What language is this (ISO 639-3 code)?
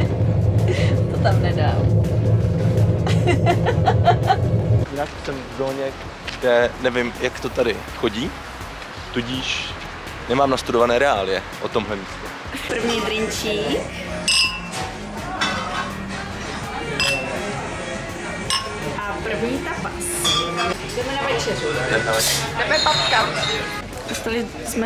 ces